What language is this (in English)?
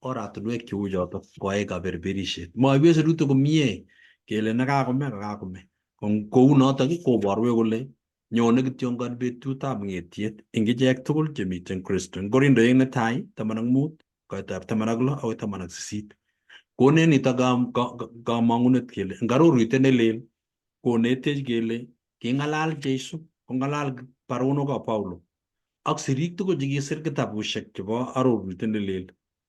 Kalenjin